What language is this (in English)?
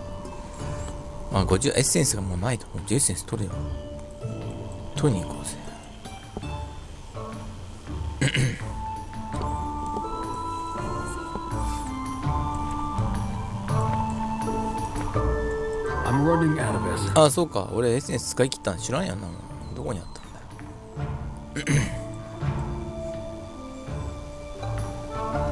Japanese